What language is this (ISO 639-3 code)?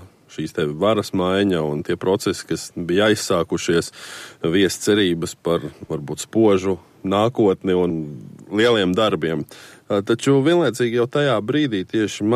lav